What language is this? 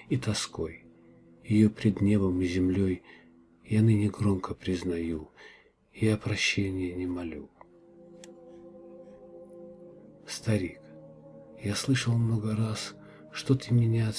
Russian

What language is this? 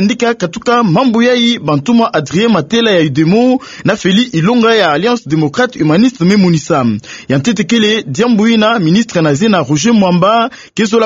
Kituba (Democratic Republic of Congo)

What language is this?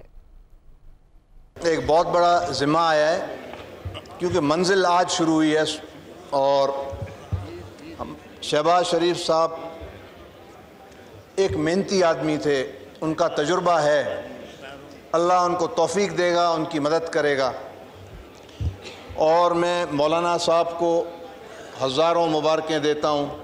Urdu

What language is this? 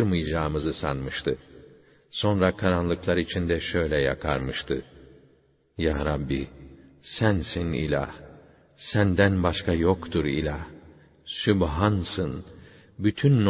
Turkish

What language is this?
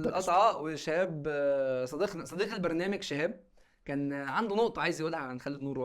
Egyptian Arabic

